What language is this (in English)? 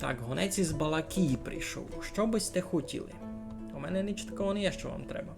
Rusyn